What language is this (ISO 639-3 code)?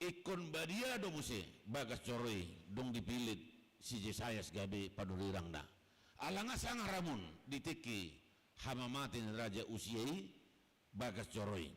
bbc